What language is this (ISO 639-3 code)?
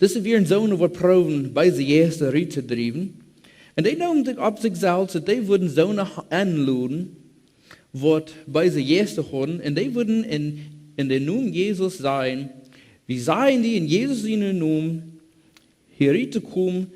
pdt